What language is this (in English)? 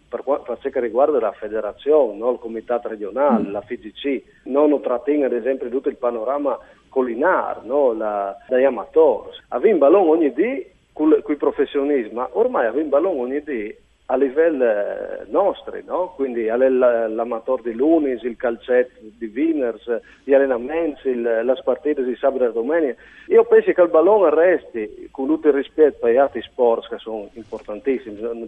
Friulian